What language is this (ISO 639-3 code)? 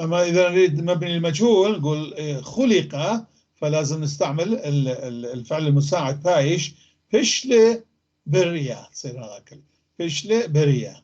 apc